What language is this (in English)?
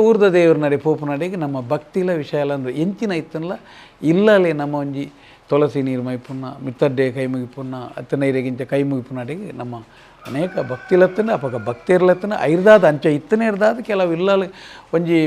Tulu